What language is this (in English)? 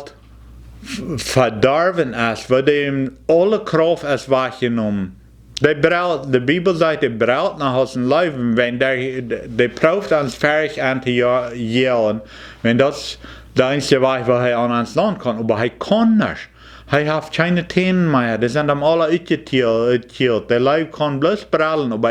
Plautdietsch